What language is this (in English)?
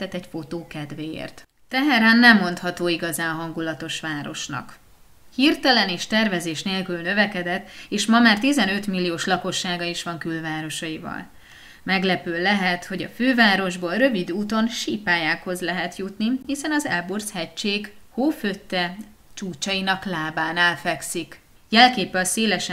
Hungarian